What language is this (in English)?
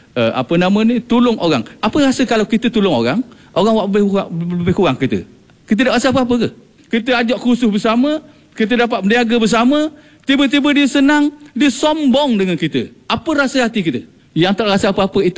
Malay